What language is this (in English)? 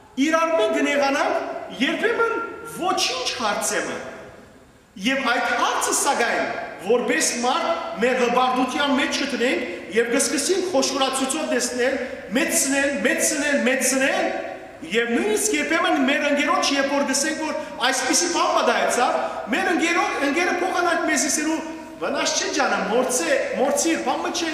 Western Armenian